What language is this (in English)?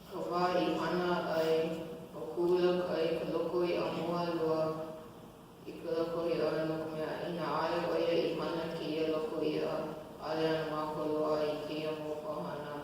Hawaiian